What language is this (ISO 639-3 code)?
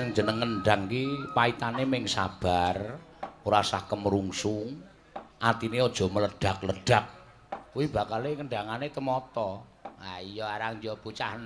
jav